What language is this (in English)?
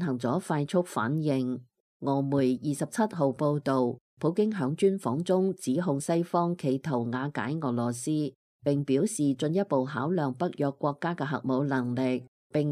Cantonese